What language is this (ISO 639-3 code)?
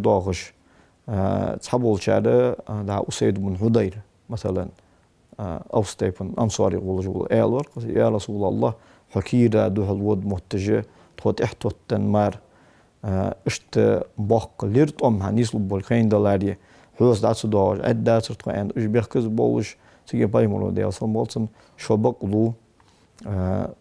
inh